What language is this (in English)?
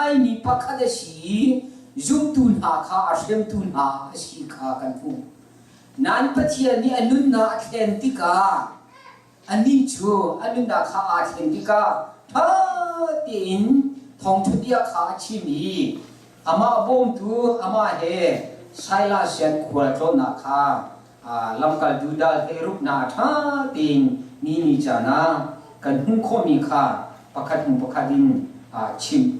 Hakha Chin